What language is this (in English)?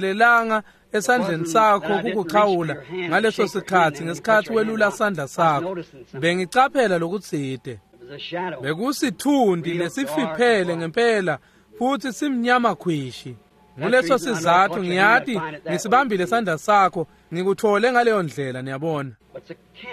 Swati